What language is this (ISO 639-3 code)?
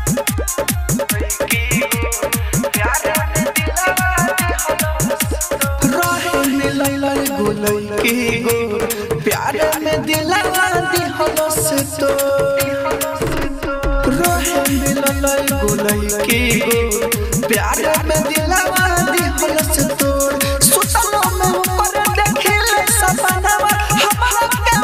bho